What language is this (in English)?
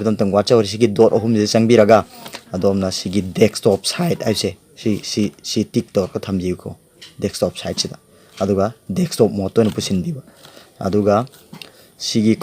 Manipuri